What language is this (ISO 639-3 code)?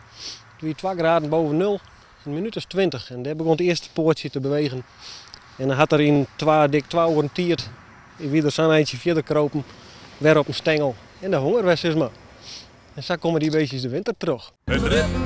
fry